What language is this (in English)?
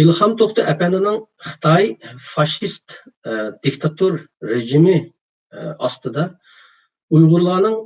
Uyghur